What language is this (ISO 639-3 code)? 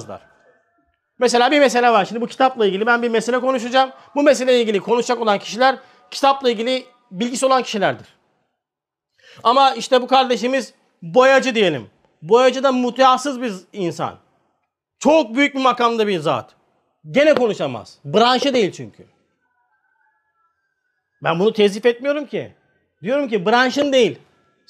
tur